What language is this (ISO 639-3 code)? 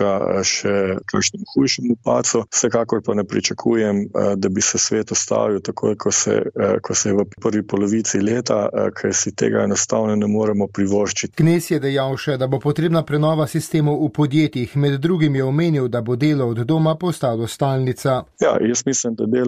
slv